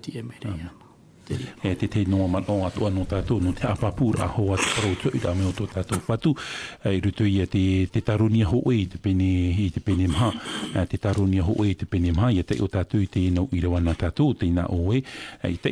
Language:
Tahitian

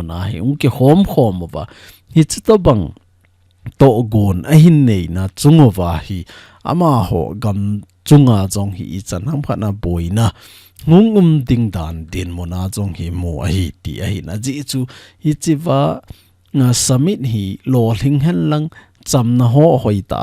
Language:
Thado Chin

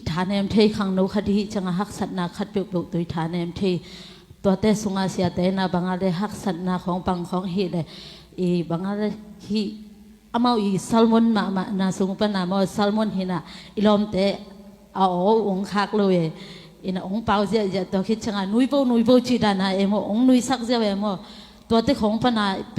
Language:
Tedim Chin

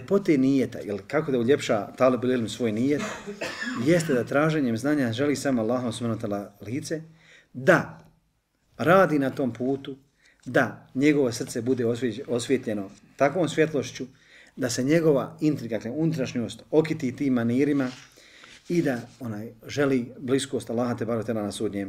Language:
Bosnian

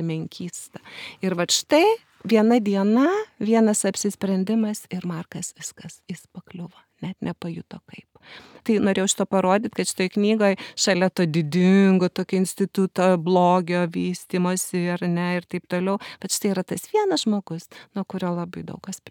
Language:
Lithuanian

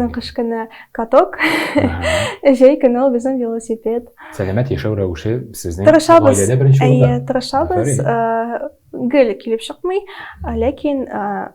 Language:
Tatar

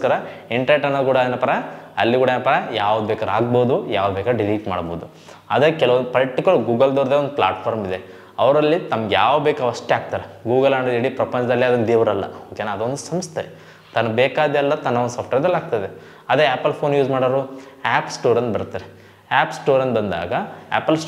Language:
Kannada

